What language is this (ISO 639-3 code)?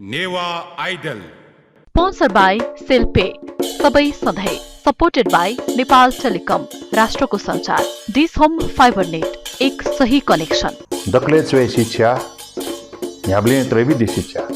new